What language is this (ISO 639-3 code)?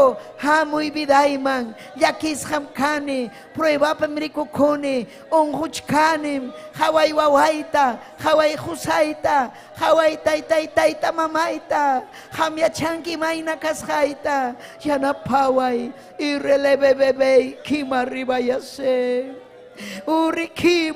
quy